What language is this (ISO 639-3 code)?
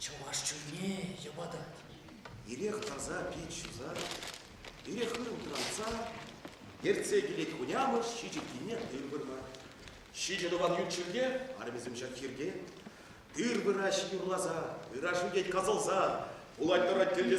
chv